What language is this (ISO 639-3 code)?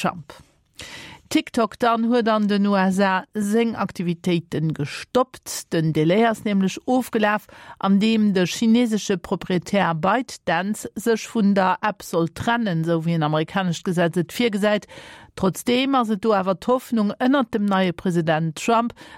ltz